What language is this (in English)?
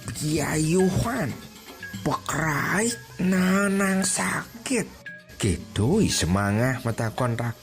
Balinese